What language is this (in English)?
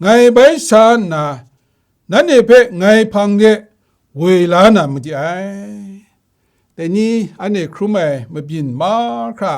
Kachin